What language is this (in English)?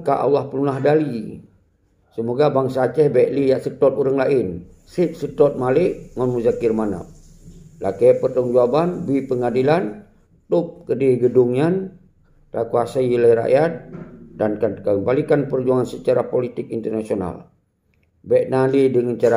Achinese